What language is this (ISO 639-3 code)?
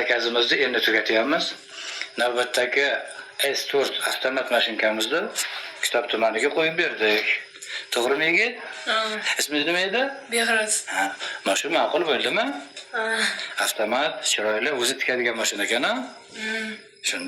uzb